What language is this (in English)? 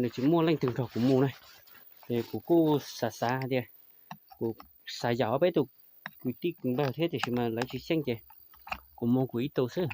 Hmong